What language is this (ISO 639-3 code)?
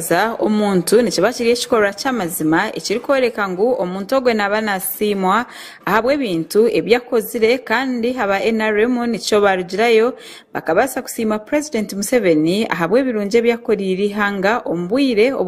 nyn